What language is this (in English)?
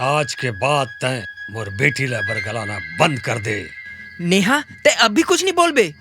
Chhattisgarhi